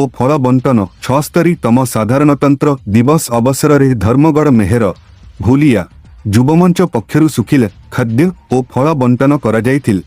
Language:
Odia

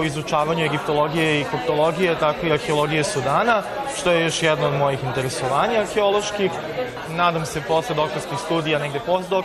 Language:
Serbian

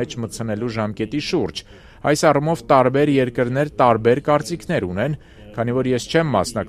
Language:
Armenian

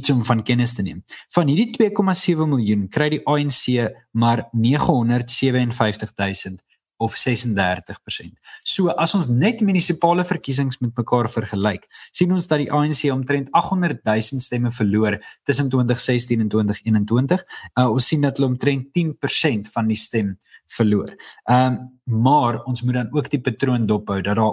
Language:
Afrikaans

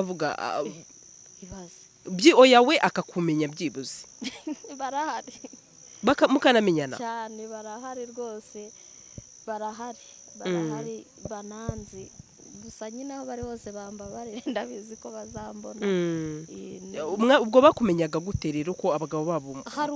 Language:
Kinyarwanda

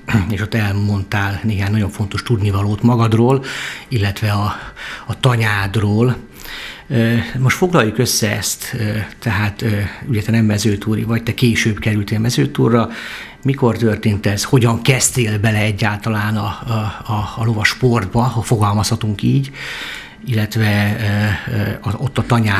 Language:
Hungarian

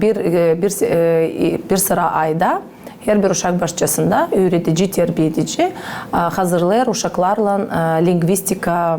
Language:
Gagauz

